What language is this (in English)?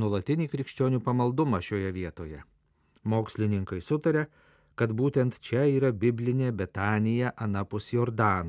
Lithuanian